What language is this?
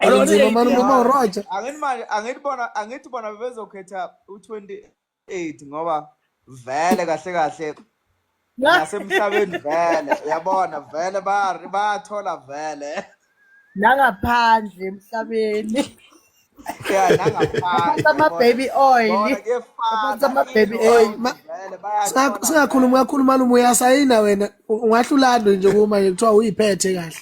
Zulu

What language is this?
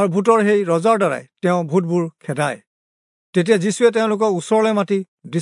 Assamese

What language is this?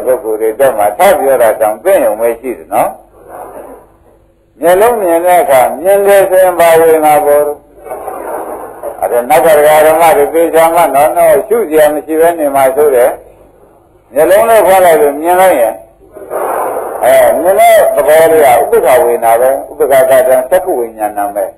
Burmese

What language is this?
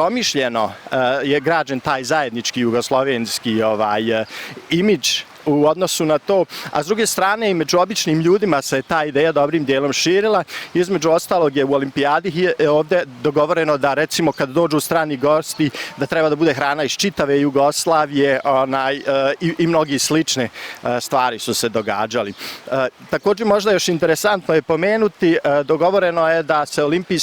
Bosnian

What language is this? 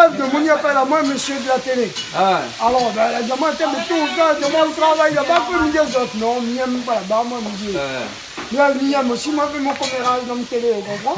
Réunion Creole French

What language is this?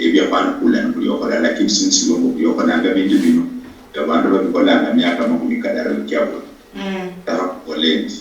Luyia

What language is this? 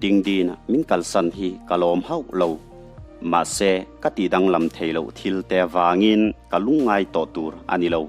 Mizo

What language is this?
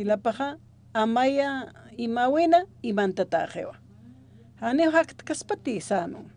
Aymara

